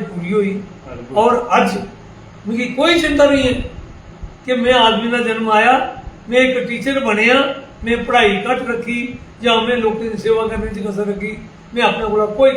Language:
Dogri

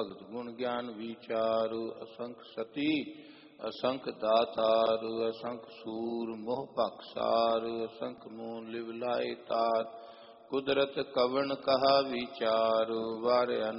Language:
Punjabi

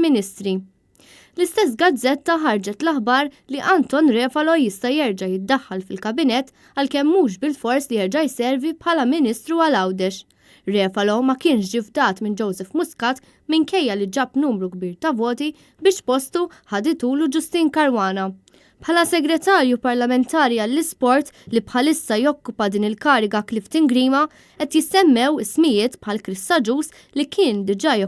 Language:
Maltese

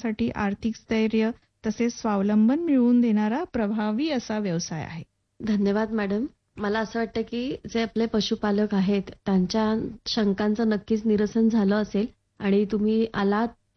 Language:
Marathi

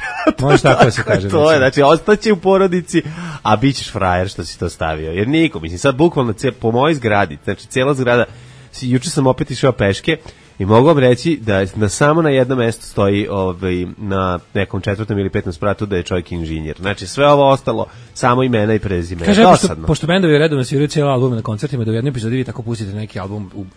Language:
Serbian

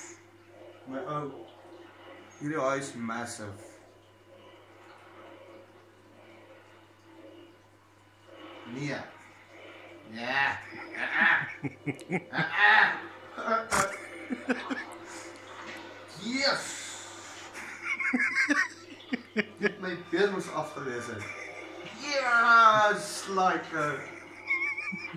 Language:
Afrikaans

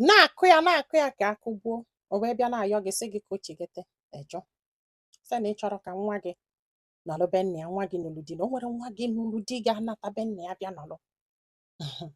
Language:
Igbo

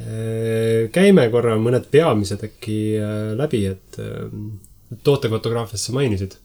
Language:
Estonian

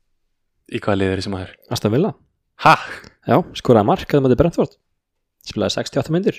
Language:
Icelandic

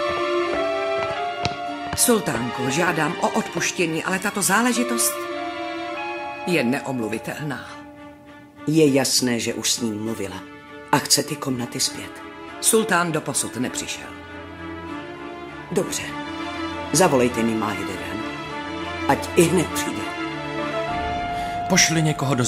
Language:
Czech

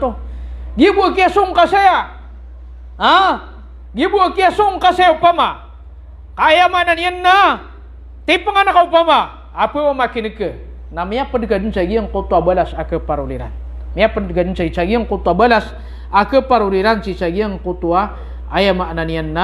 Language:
Maranao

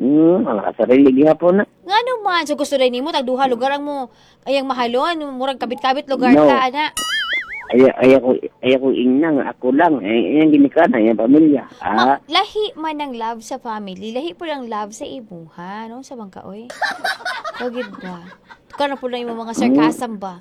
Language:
Cebuano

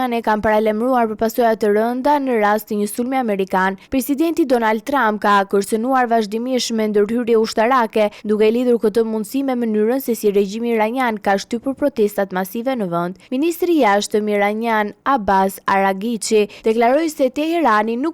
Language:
Albanian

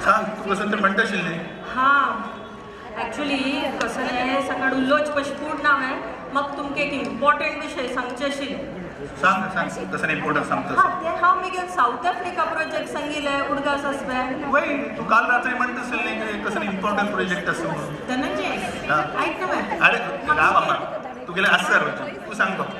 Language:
Konkani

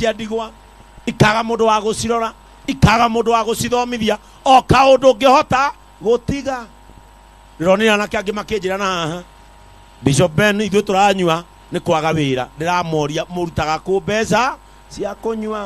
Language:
Kikuyu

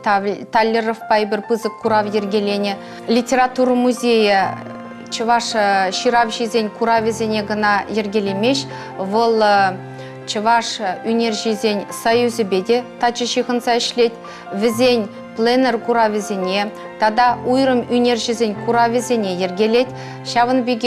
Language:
Chuvash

